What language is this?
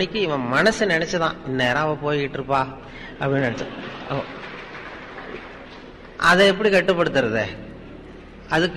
Tamil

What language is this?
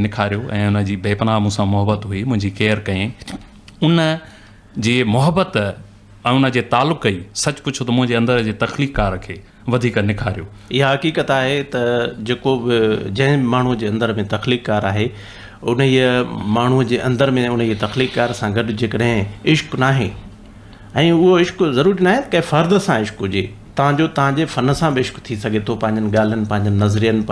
Sindhi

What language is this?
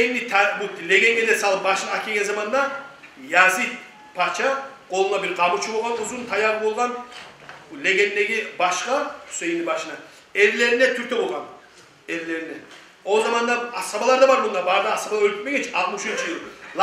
Kumyk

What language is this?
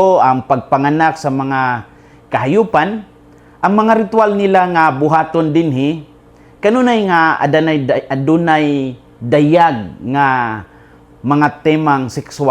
Cebuano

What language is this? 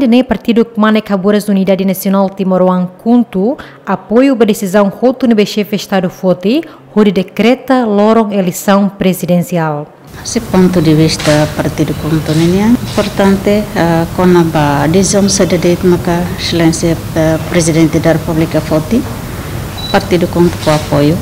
Tetum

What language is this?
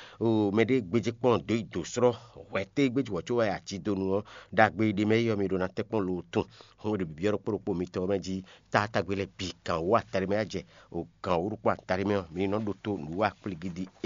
Fon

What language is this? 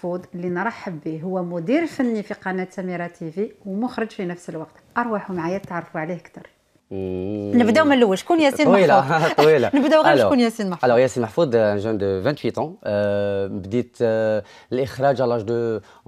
Algerian Arabic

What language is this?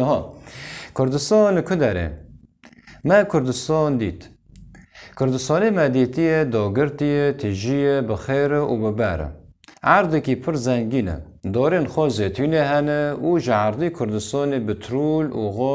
Kurdish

